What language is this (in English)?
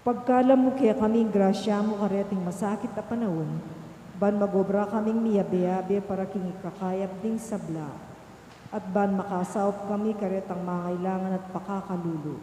Pampanga